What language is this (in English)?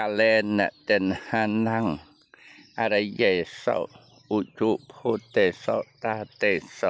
Khmer